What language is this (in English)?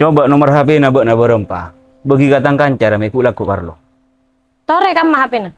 Madurese